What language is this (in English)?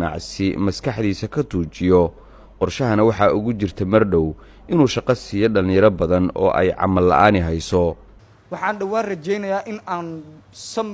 Somali